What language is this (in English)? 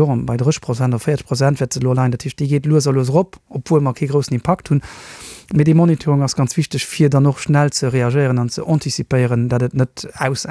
Luxembourgish